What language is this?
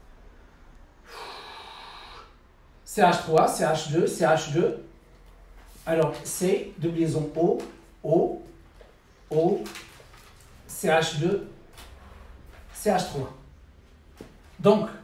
French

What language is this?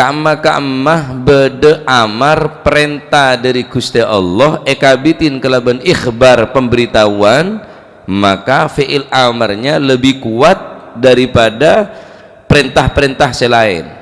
Madurese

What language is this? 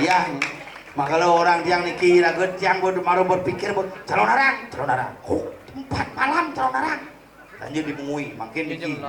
Balinese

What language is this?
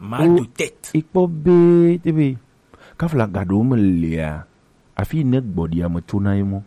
Gen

